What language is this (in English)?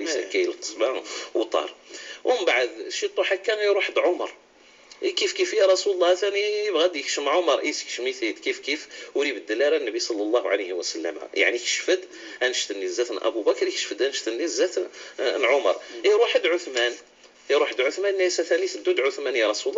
Kabyle